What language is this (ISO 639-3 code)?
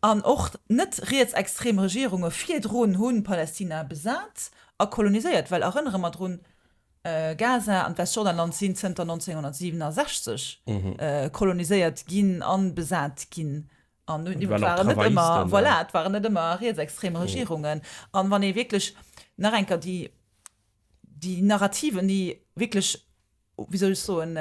ltz